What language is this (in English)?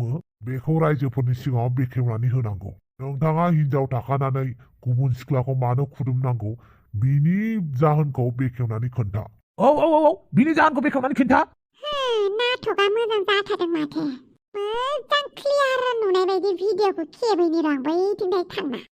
Bodo